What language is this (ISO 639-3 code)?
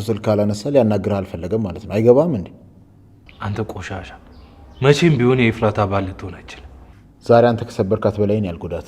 amh